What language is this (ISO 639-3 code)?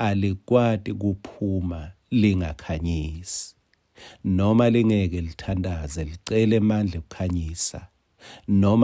ssw